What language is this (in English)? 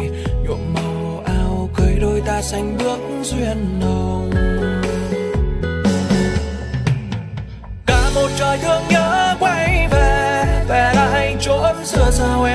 Vietnamese